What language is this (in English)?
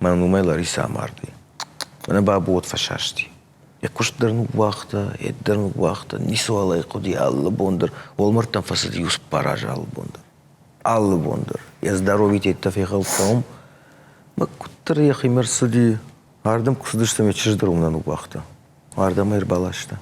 Ossetic